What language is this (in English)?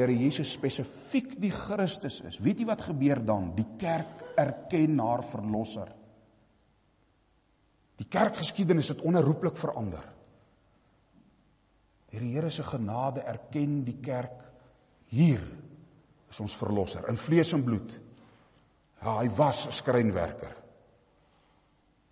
Afrikaans